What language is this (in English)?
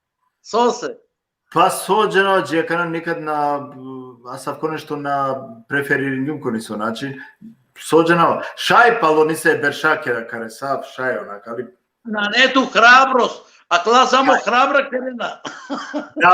Balkan Romani